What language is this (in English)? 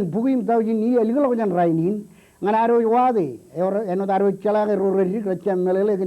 Marshallese